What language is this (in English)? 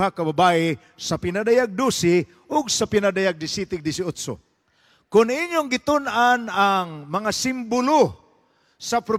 Cebuano